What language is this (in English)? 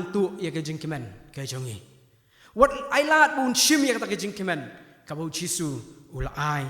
Khasi